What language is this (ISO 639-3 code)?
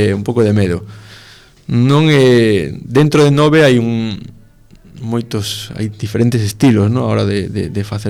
glg